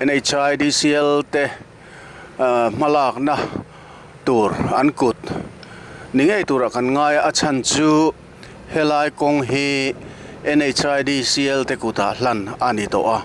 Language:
Mizo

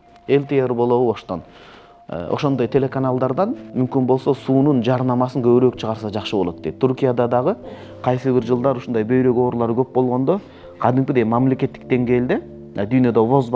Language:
Kyrgyz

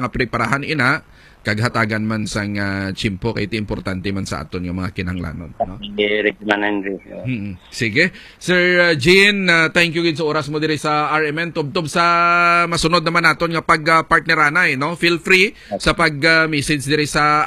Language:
Hiligaynon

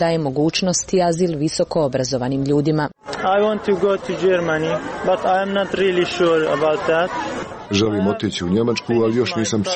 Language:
Croatian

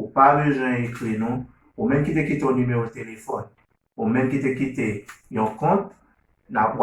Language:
Haitian Creole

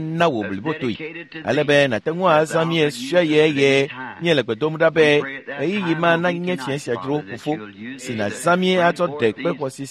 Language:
Ewe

